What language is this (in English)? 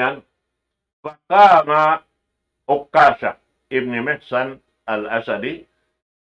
Tausug